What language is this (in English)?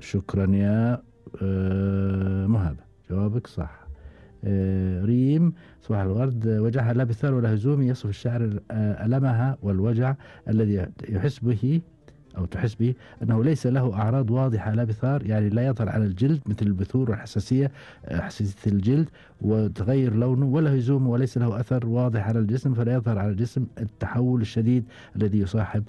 Gulf Arabic